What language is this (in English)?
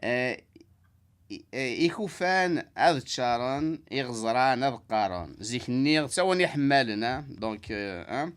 Kabyle